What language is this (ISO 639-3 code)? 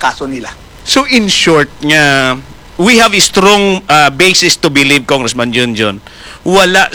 hil